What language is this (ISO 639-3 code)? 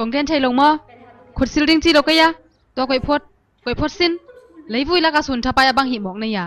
ctd